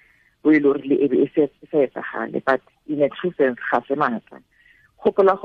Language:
Tswana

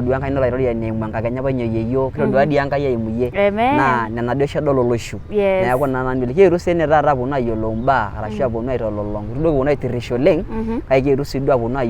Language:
Masai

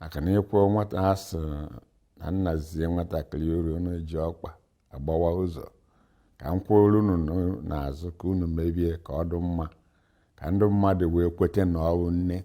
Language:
Igbo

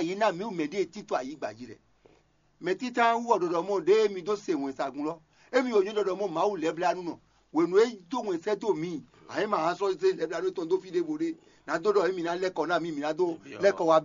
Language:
Fon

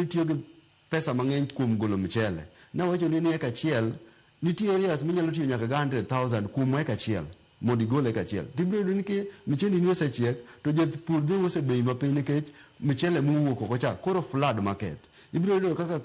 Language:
Luo (Kenya and Tanzania)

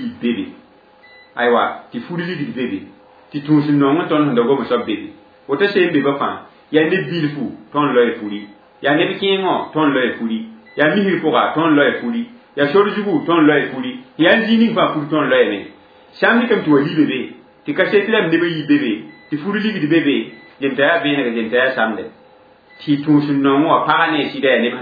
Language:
Mossi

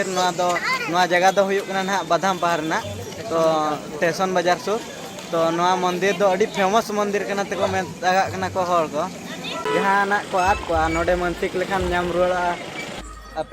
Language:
Santali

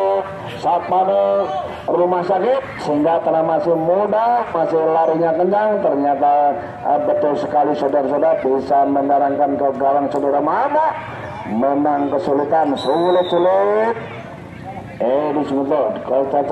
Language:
Indonesian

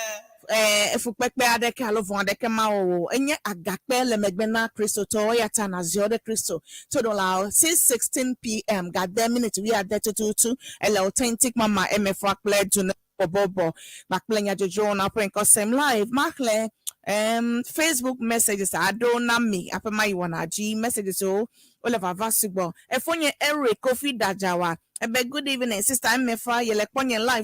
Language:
Ewe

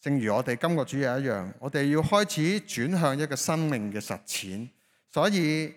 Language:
Cantonese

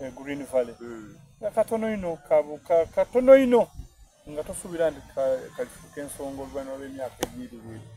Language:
Soga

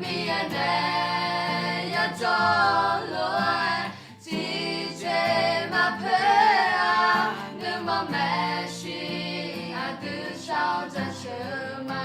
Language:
Akha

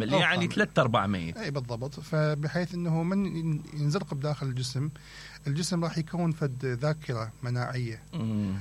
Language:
Mesopotamian Arabic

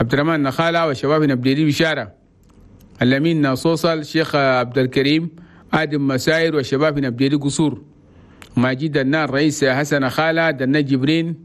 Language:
Chadian Arabic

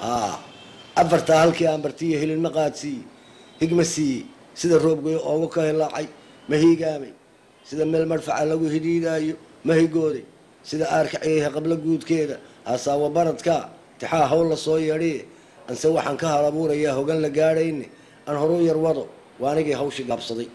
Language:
Somali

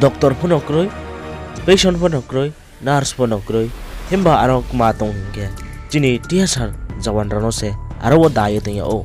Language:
Riang (India)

